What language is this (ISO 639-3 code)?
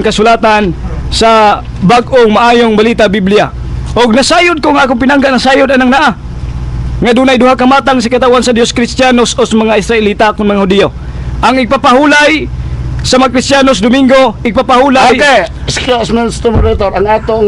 ceb